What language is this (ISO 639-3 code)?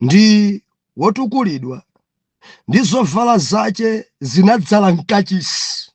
nya